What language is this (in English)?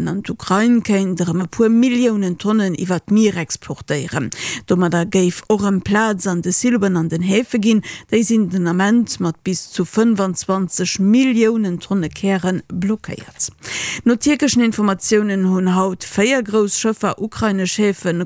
Luxembourgish